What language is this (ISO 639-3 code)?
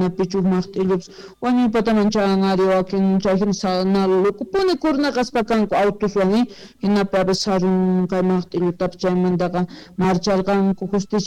que